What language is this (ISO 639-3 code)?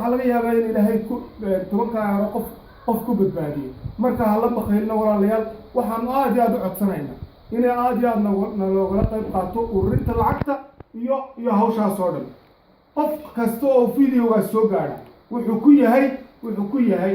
som